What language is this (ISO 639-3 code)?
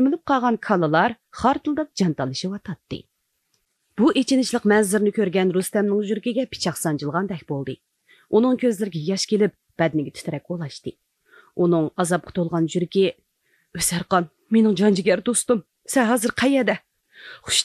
uig